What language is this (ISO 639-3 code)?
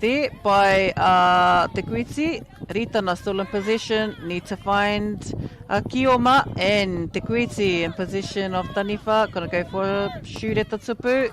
mri